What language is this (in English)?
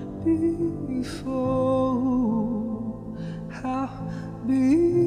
English